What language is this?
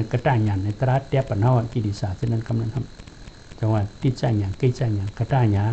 Shan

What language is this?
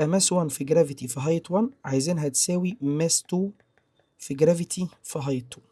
Egyptian Arabic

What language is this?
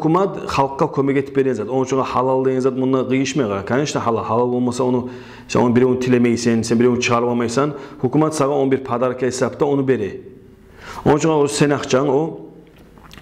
Kumyk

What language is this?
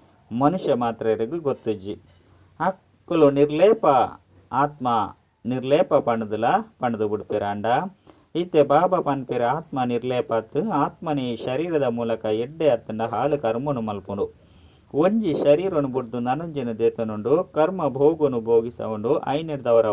Tulu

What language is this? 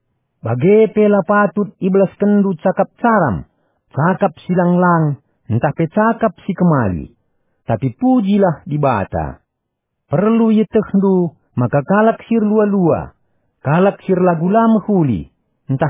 Batak Karo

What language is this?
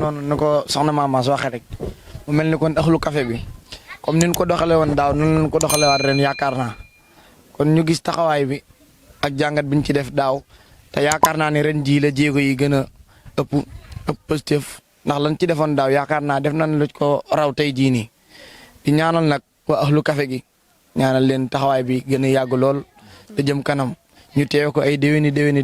Wolof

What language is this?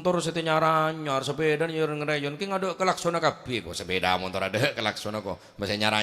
Madurese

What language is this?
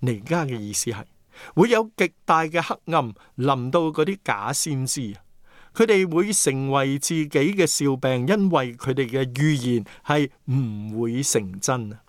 Cantonese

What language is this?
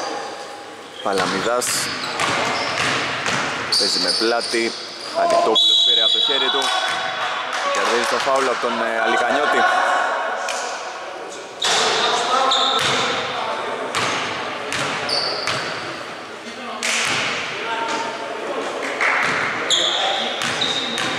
Greek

